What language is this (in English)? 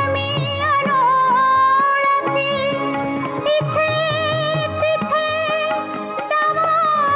Marathi